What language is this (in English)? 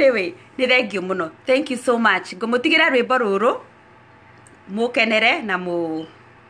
Kikuyu